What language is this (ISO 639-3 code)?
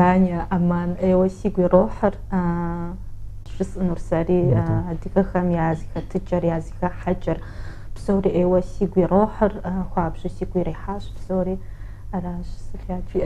kbd